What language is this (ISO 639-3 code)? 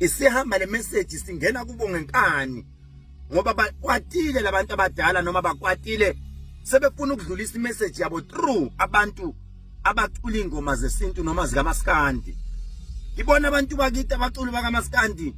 zul